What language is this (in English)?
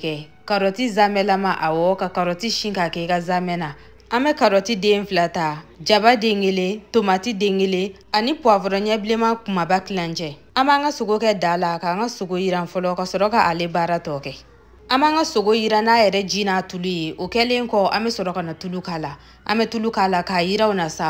Bambara